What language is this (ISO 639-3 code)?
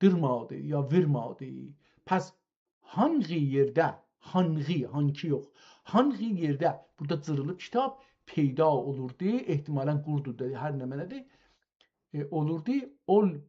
azb